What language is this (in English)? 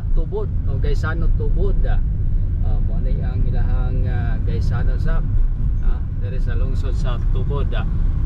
Cebuano